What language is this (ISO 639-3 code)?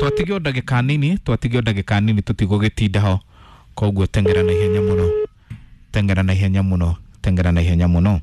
kik